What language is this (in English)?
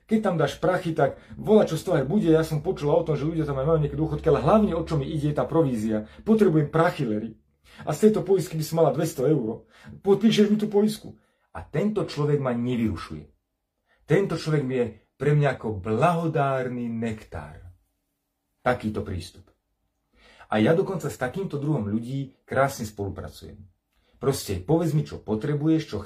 Slovak